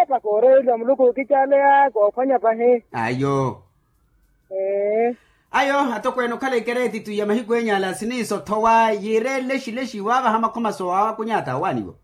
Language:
Makhuwa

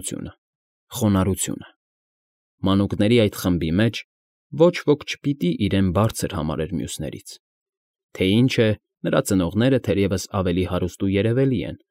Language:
Armenian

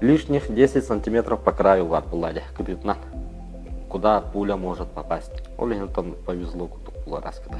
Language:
Yakut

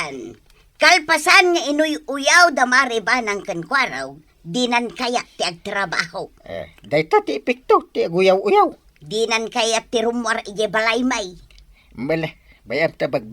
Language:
Iloko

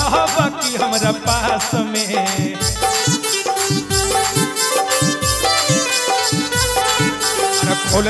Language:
Bhojpuri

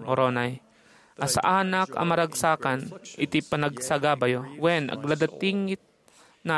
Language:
Iloko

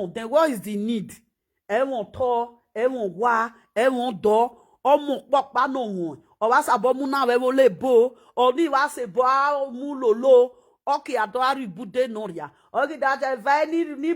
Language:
Nigerian Pidgin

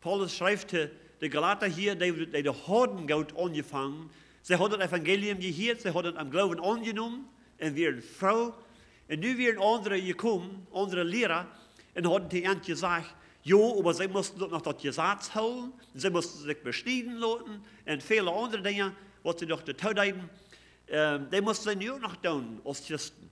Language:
Plautdietsch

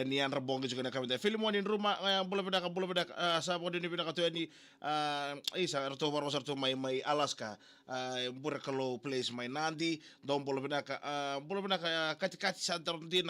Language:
Fijian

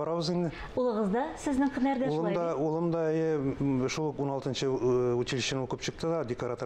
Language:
Tatar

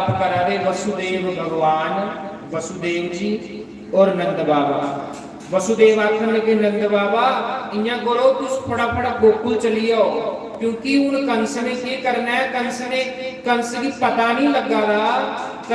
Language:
Dogri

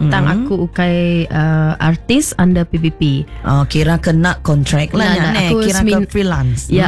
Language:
Iban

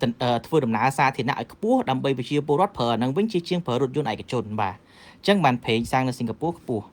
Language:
Khmer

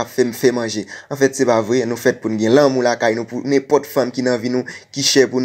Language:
Haitian Creole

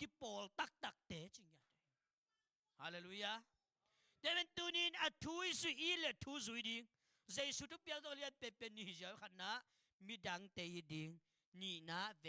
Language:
Tedim Chin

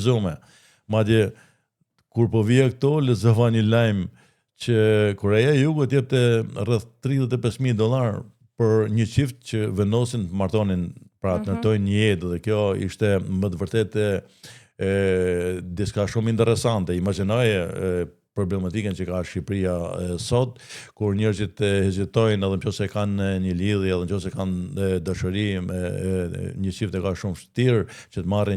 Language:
Albanian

